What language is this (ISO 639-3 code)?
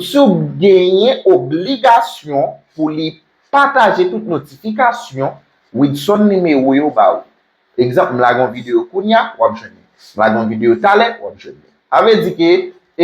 hat